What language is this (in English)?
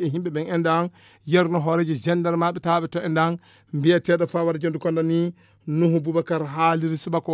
Fula